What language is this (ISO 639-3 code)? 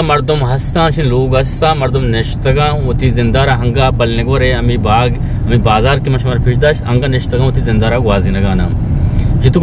bgp